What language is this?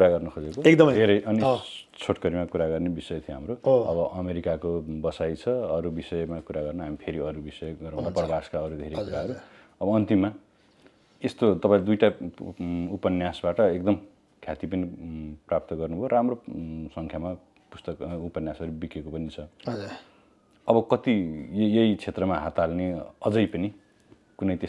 Nepali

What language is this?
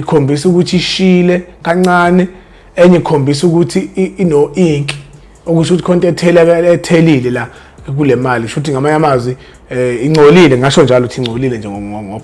Zulu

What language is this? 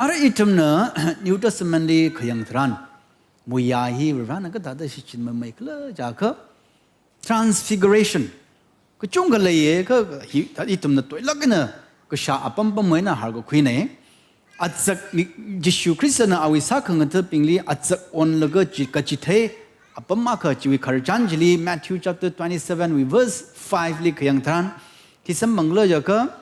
Tangkhul Naga (India)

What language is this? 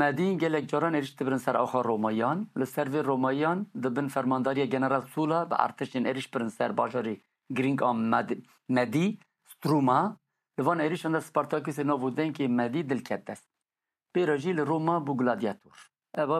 Kurdish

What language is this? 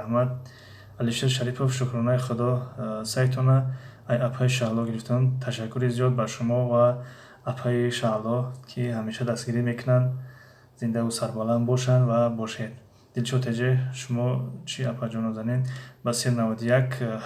Tajik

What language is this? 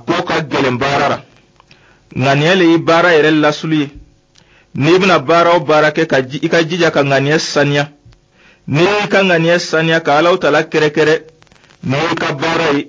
Dyula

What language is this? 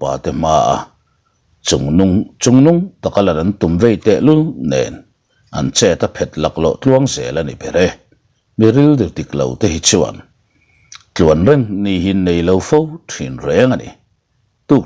Mizo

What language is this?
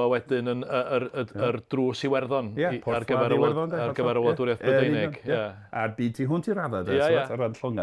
Welsh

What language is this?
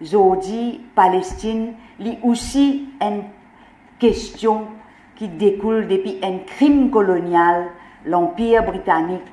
Morisyen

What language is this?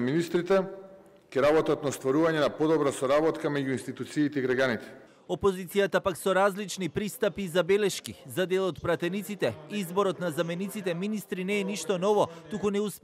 Macedonian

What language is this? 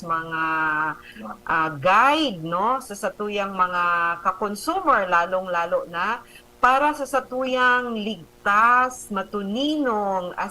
Bikol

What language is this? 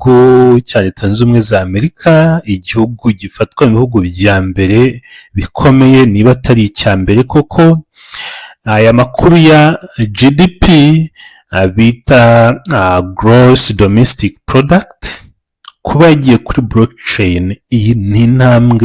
Kinyarwanda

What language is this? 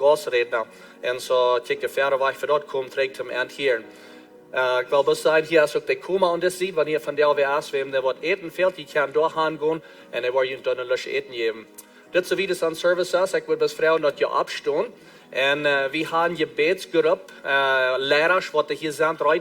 Plautdietsch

